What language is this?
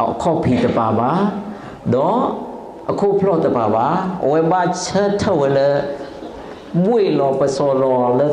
S'gaw Karen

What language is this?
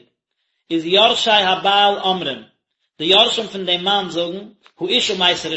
Yiddish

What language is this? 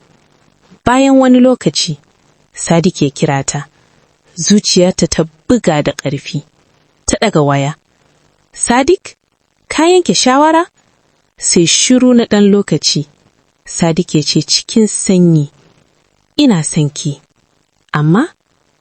Hausa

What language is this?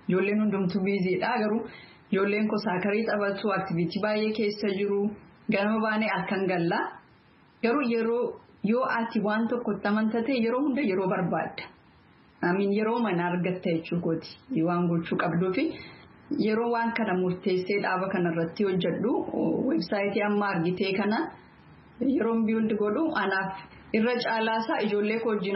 Oromo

